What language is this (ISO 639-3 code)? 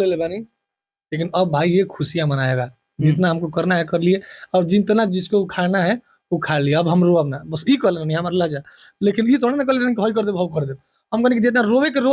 bho